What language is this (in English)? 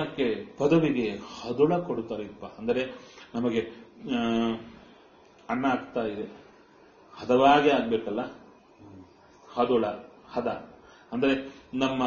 Kannada